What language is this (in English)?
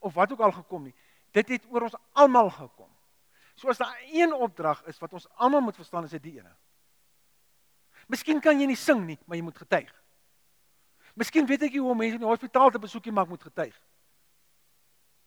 Afrikaans